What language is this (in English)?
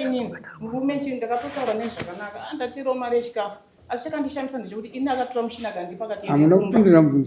Shona